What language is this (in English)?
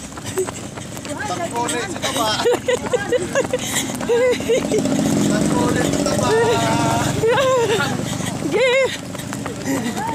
Filipino